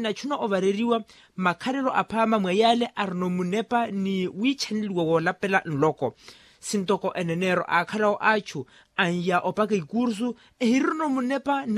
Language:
Makhuwa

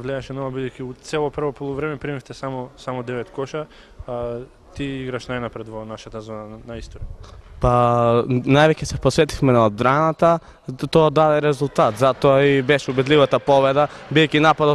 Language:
Macedonian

